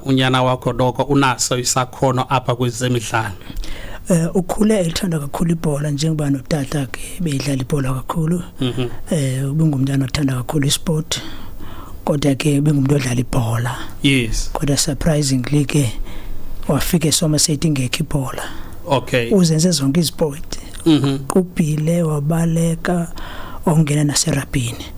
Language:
Xhosa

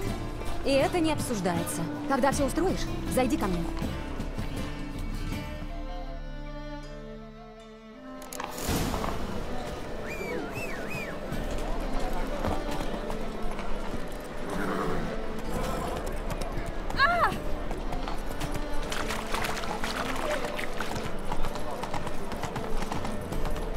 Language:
Russian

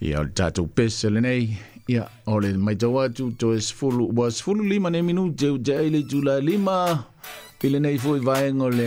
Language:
Samoan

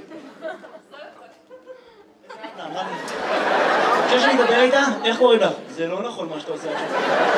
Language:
Hebrew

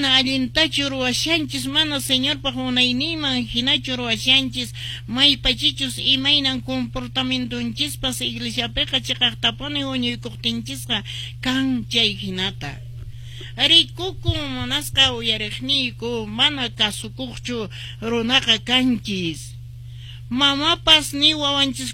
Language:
Quechua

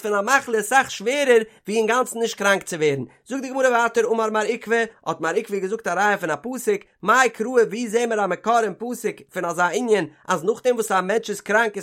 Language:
Yiddish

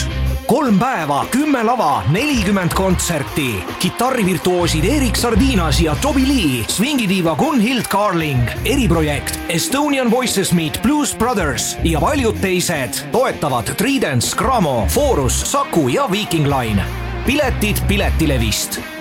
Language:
Estonian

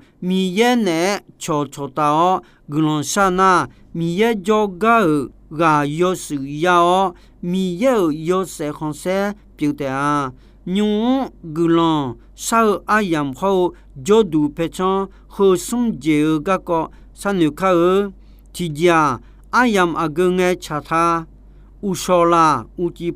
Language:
Akha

